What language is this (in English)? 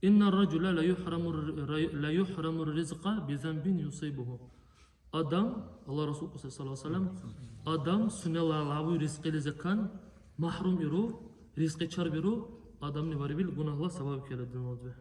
Dargwa